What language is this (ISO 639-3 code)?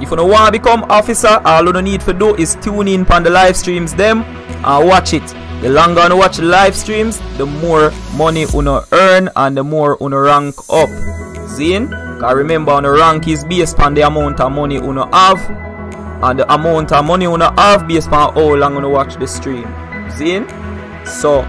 jam